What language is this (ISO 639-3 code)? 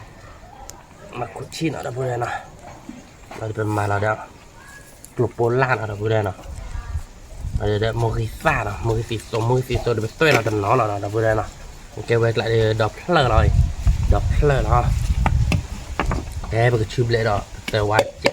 ksw